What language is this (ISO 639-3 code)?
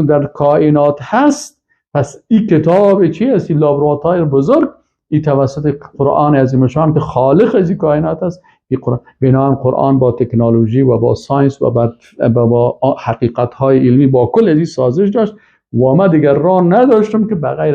fas